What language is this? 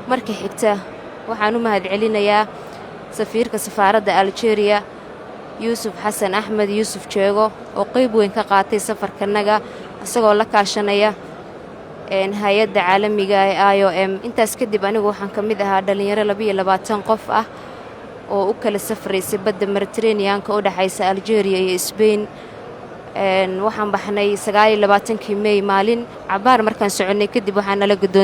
Somali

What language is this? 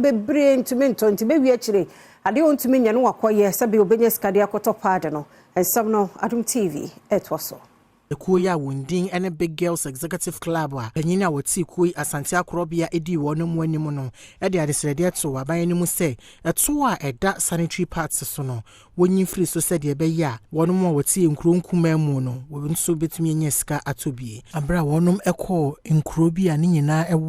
Akan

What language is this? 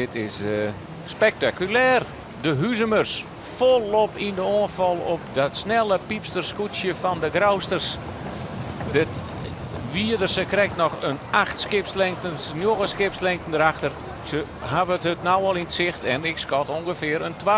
Western Frisian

